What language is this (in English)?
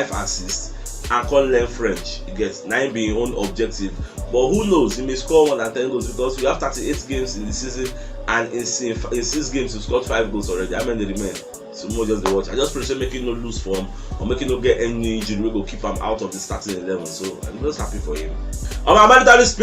Nigerian Pidgin